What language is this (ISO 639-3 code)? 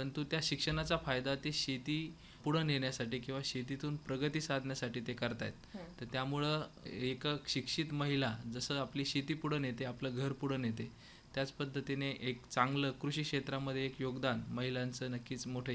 mar